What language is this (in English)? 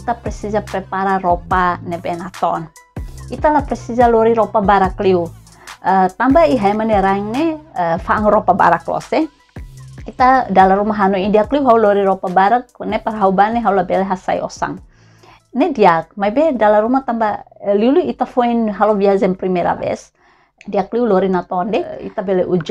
Tetum